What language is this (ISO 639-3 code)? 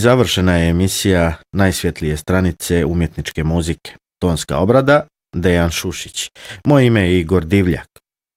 srp